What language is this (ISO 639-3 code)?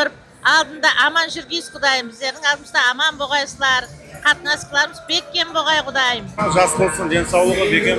kaa